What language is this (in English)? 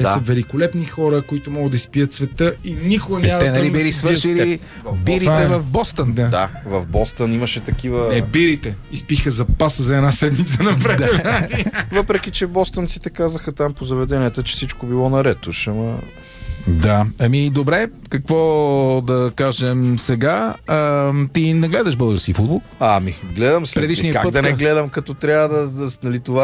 Bulgarian